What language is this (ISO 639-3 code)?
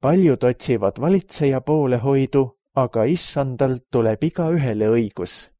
est